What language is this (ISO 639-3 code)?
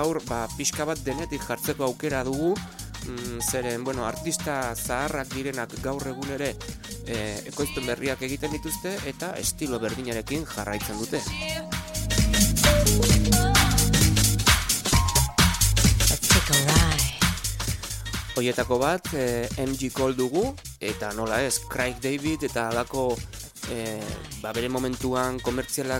eus